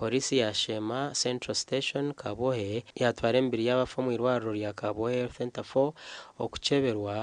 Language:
Nyankole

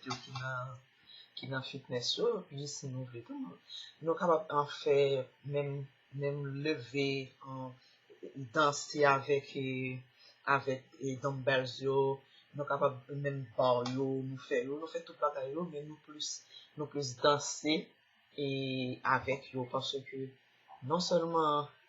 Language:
Haitian Creole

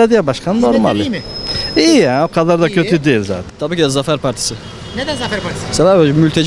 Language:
Turkish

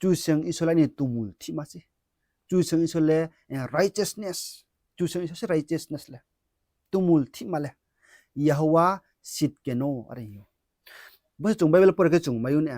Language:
Riang (India)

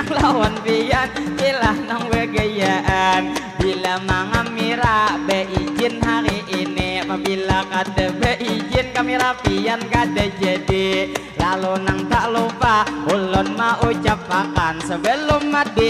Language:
Banjar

